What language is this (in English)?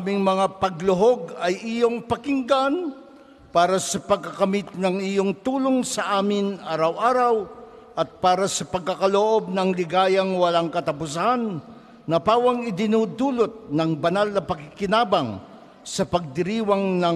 Filipino